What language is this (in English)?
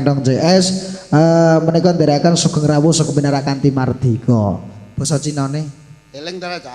Javanese